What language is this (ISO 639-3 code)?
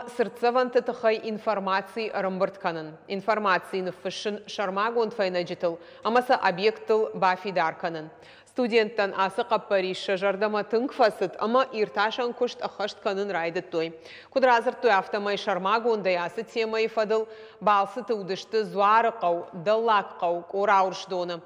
oss